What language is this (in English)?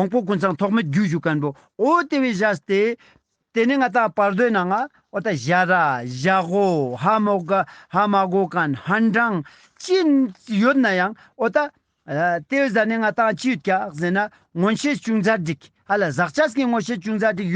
Ladakhi